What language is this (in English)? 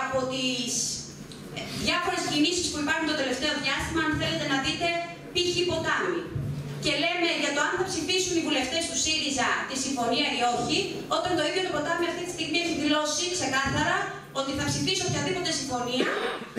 Greek